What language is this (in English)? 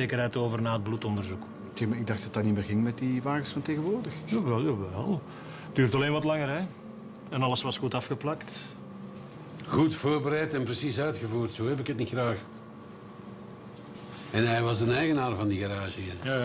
Dutch